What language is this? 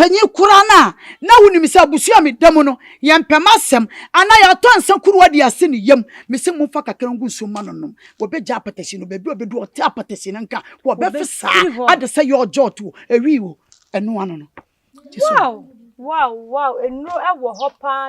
Akan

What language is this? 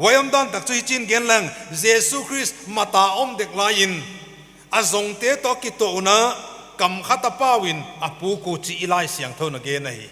Paite Chin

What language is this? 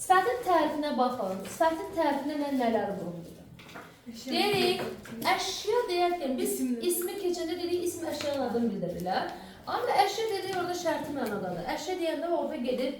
Azerbaijani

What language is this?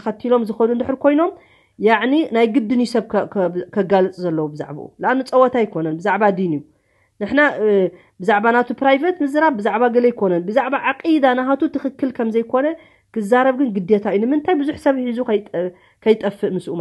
Tigrinya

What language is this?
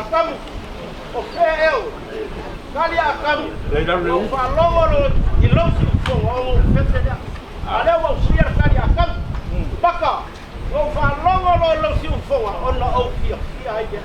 Samoan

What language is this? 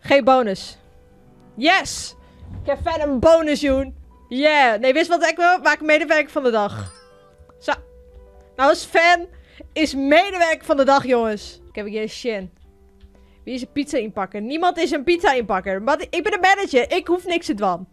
Western Frisian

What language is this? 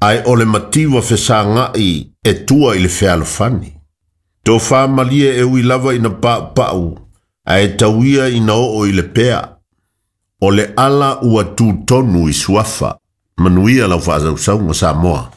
Samoan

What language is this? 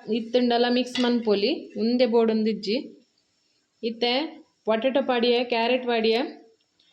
Tulu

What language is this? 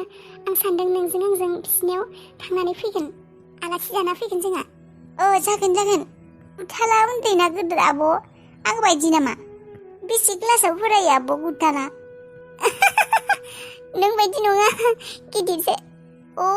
Bodo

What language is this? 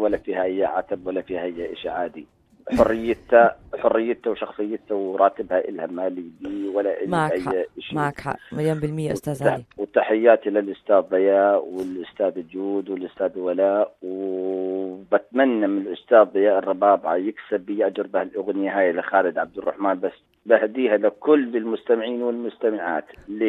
North Levantine Arabic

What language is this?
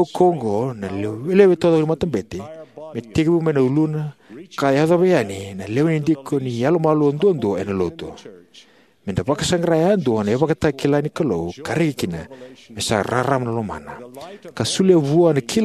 Fijian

